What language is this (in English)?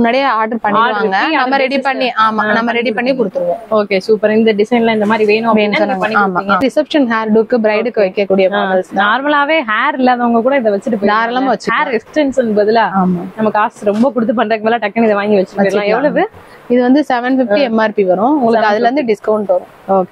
Tamil